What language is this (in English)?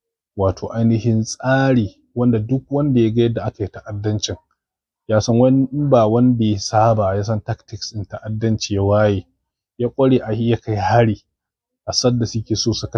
Hausa